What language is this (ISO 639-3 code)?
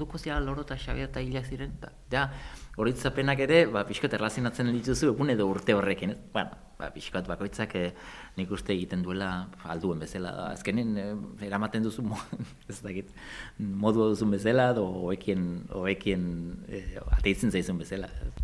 eus